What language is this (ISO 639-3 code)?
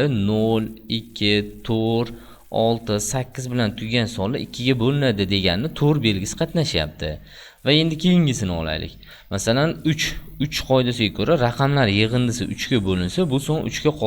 uzb